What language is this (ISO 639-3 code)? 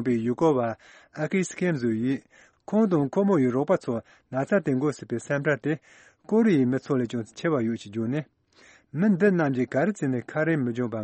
bod